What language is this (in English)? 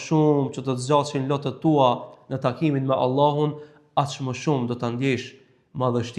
Albanian